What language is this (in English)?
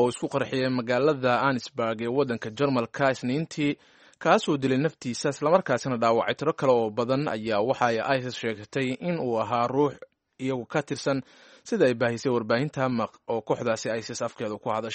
Somali